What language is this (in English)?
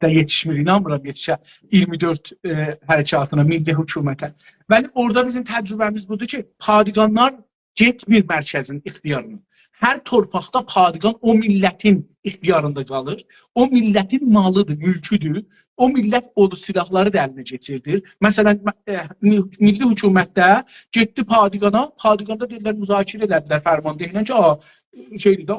South Azerbaijani